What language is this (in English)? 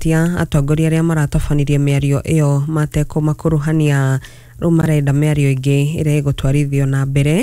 Kikuyu